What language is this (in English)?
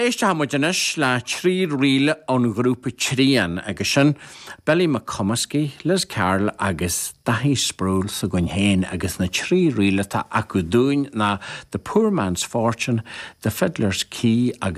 Irish